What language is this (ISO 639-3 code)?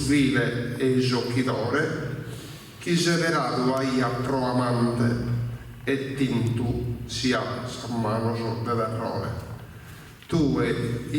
srd